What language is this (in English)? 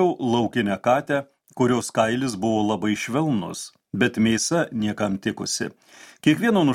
Lithuanian